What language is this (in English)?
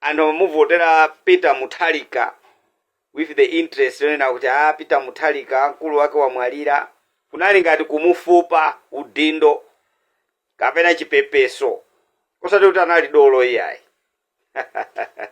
Nyanja